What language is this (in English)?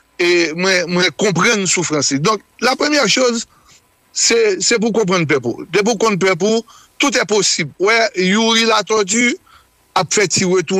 Haitian Creole